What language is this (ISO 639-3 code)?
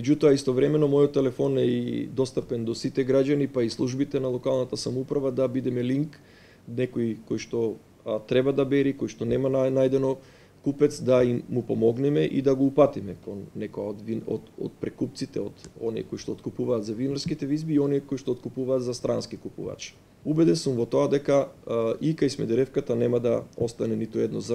mkd